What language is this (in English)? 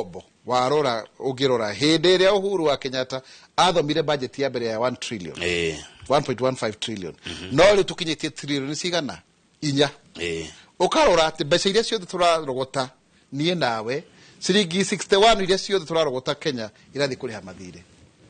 Kikuyu